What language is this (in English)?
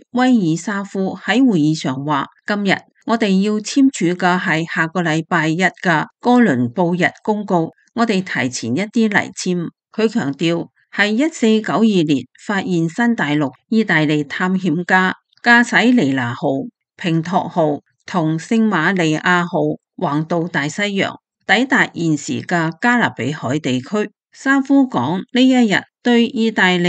Cantonese